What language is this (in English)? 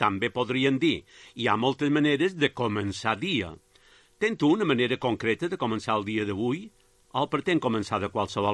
Catalan